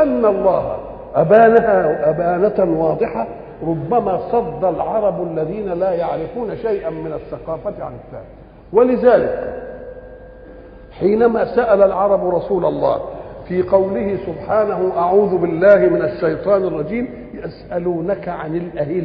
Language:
Arabic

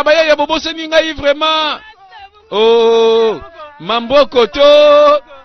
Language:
Lingala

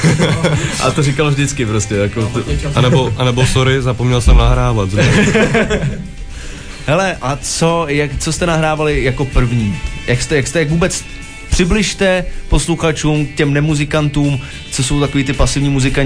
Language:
Czech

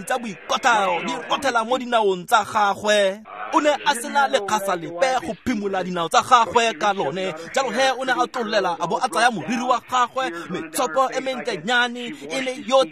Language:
Tswana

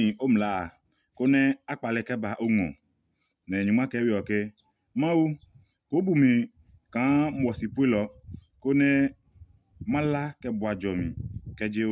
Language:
Adangme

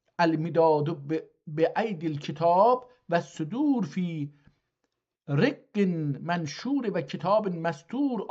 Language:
South Azerbaijani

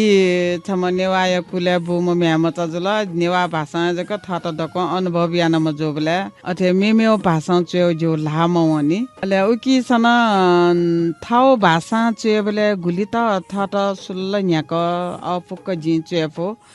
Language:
Newari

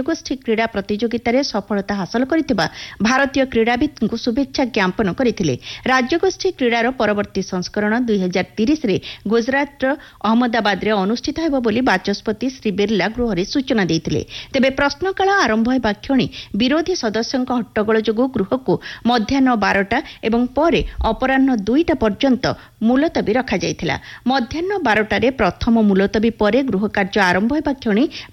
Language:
Odia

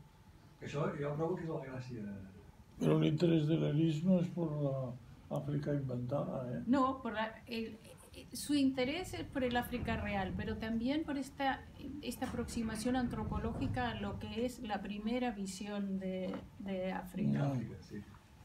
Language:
Catalan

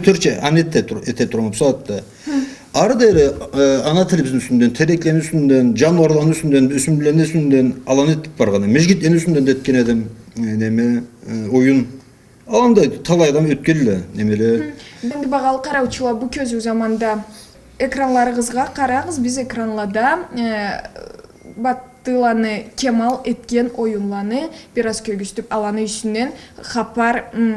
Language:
Karachay-Balkar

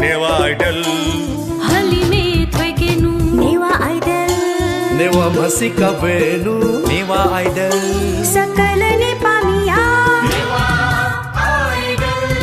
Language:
Newari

